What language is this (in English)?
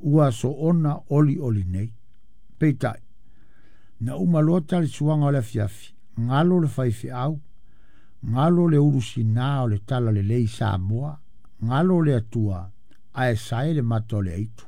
Samoan